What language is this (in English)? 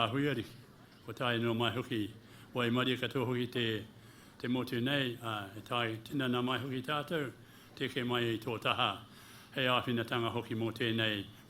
Māori